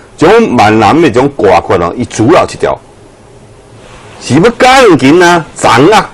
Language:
Min Nan Chinese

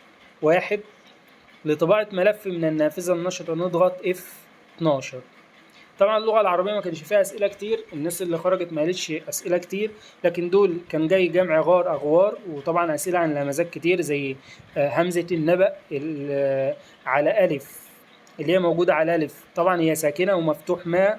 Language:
Egyptian Arabic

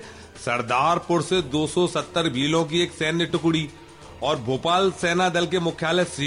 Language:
Hindi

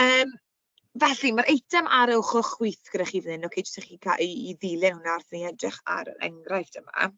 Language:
Welsh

